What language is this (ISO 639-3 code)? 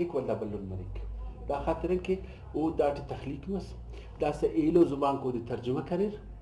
brh